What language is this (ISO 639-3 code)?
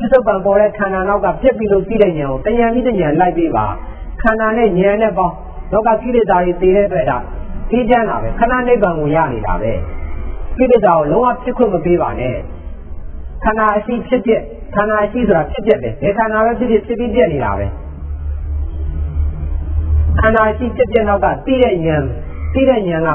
mya